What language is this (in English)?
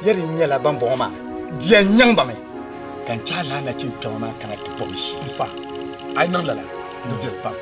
Dagbani